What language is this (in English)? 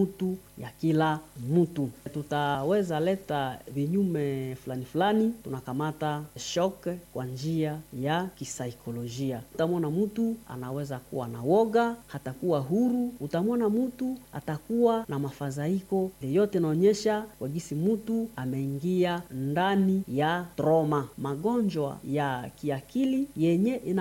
Swahili